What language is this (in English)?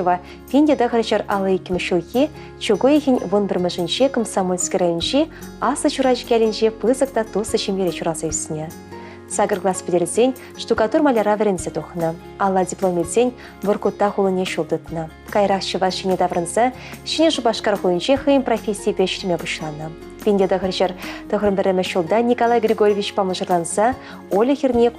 Chuvash